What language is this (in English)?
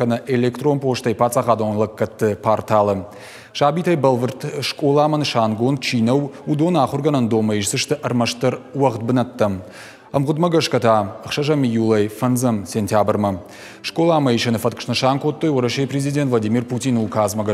Ossetic